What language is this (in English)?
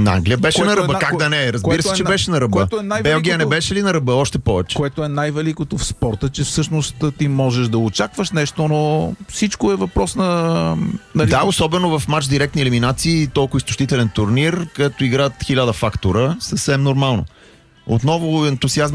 Bulgarian